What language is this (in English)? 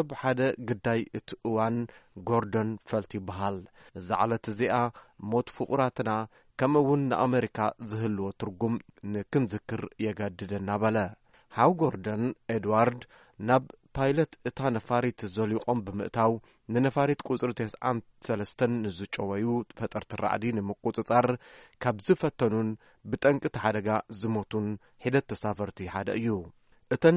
Tigrinya